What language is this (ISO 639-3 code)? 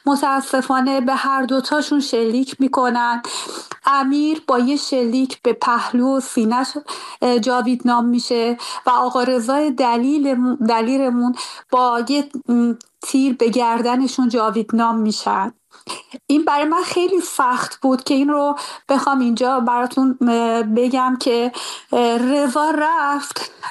fas